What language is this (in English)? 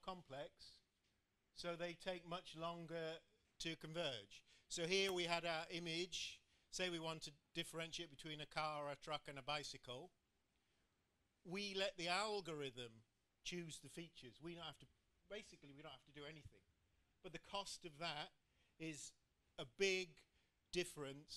English